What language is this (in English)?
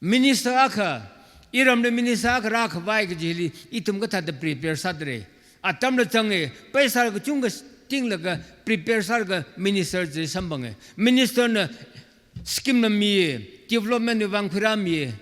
Tangkhul Naga (India)